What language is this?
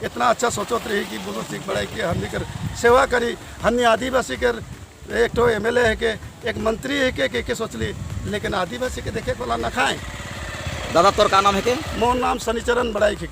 Sadri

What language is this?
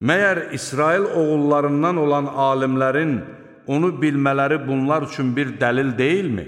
Azerbaijani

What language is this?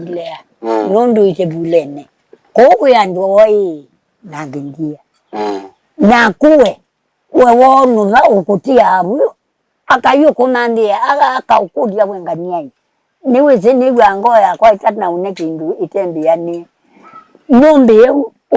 Kamba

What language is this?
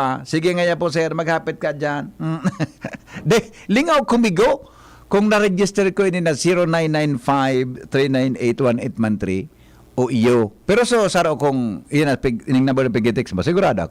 Bikol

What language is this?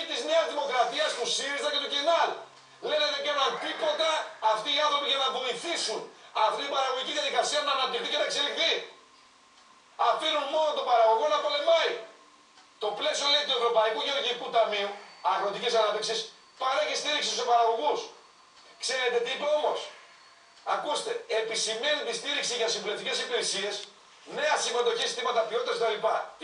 Greek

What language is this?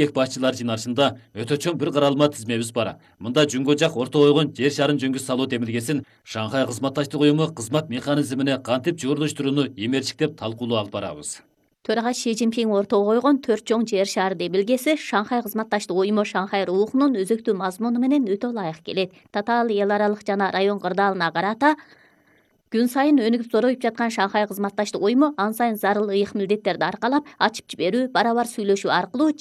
Kyrgyz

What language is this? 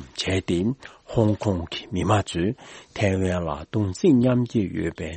Tibetan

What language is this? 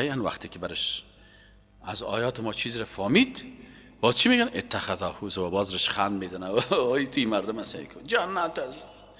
Persian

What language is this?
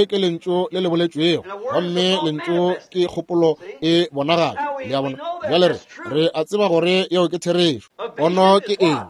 Northern Sotho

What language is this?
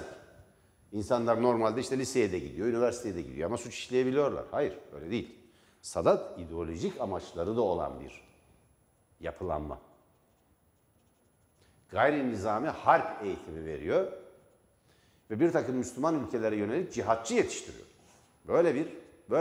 Turkish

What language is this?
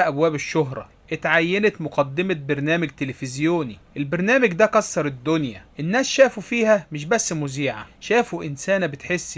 Egyptian Arabic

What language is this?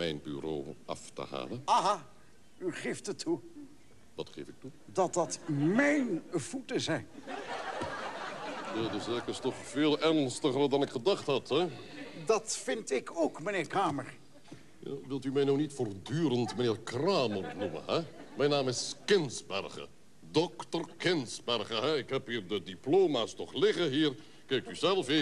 Dutch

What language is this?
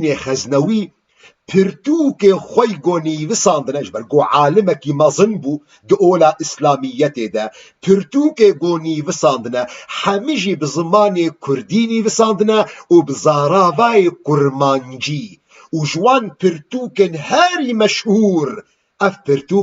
Kurdish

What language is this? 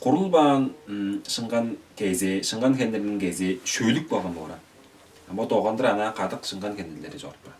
Tuvinian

